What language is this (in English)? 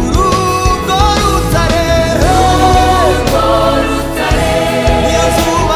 Kinyarwanda